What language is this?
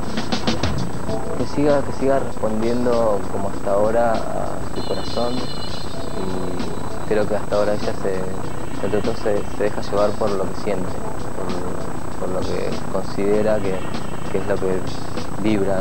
Spanish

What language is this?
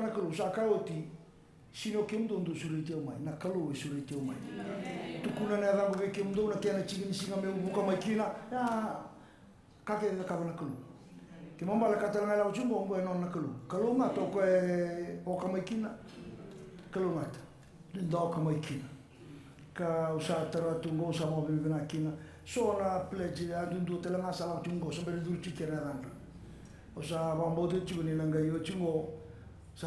Fijian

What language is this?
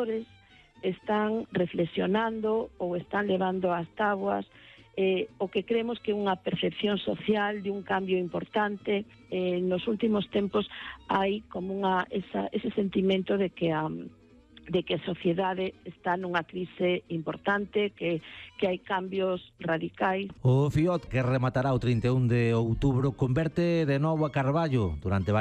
Galician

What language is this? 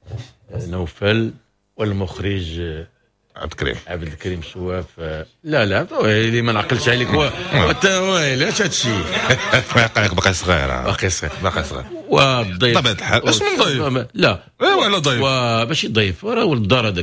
Moroccan Arabic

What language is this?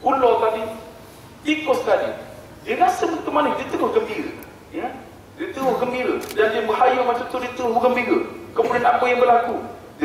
Malay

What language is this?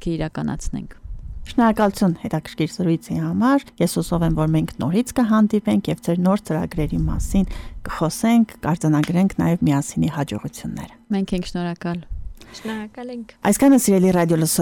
Armenian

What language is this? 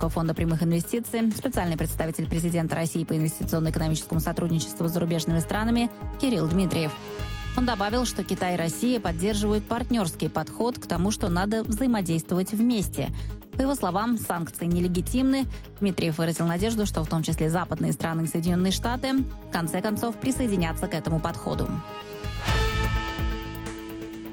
Russian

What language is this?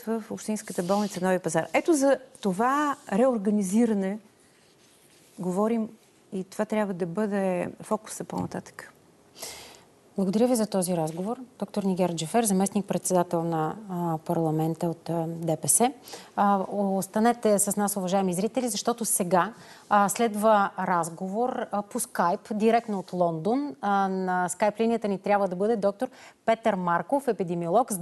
Bulgarian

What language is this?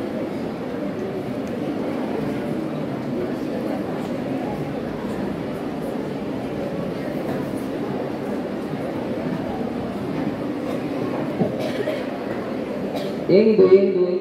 Kannada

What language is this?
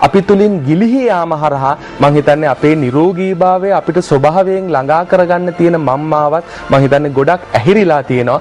Sinhala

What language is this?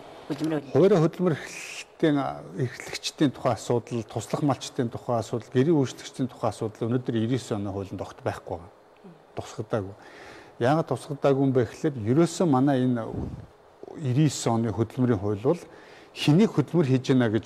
Mongolian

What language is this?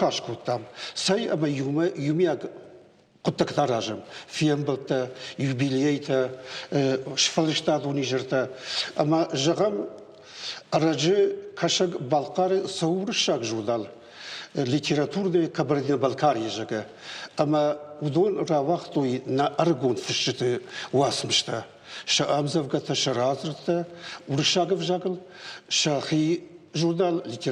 Ossetic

